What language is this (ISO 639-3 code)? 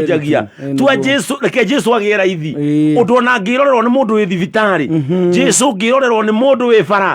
kik